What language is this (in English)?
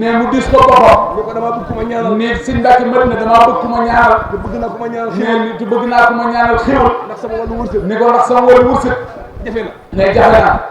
Wolof